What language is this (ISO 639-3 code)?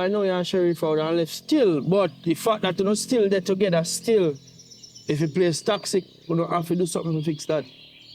jam